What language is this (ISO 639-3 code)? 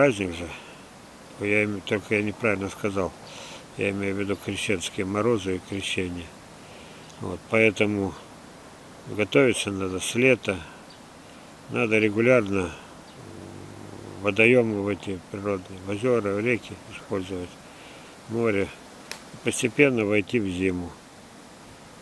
rus